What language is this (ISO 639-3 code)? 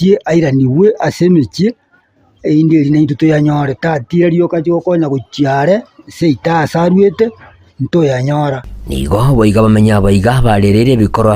guz